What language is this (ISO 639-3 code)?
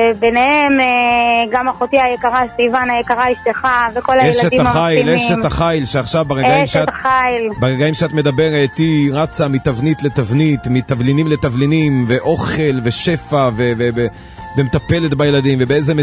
heb